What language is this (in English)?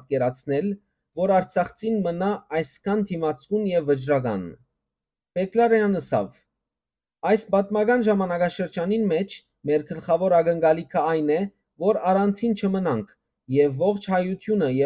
Western Armenian